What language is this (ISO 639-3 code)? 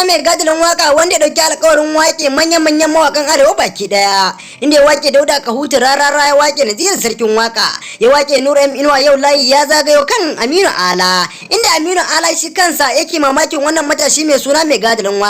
hau